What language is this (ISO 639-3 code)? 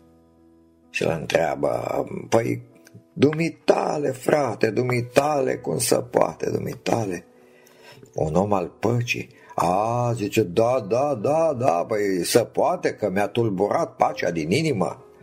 ron